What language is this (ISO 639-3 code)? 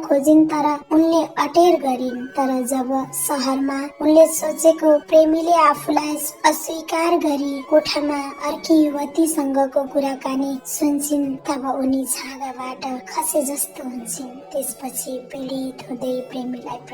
nep